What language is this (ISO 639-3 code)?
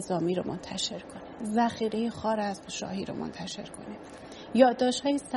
fas